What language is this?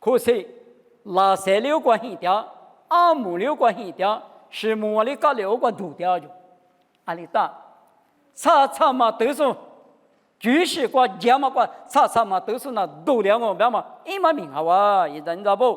Lisu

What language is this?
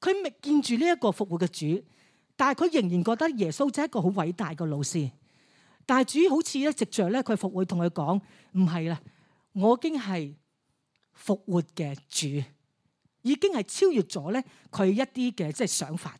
Cantonese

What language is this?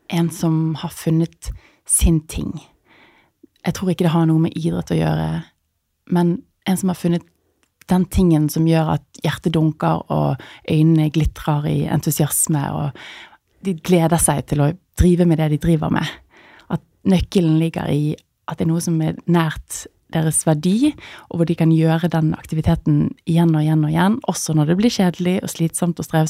Norwegian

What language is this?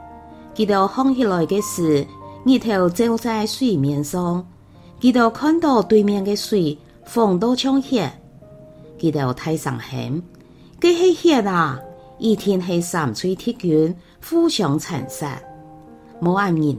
Hakka Chinese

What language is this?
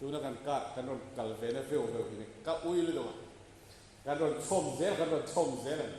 Mizo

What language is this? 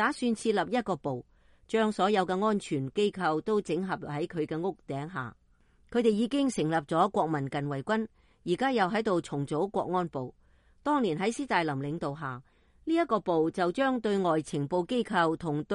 Cantonese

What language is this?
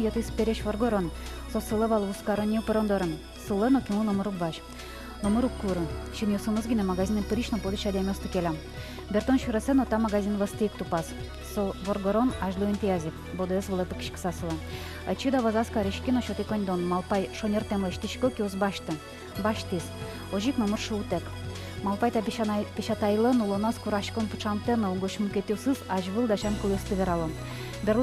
Udmurt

